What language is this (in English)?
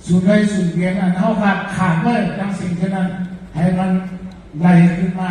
Shan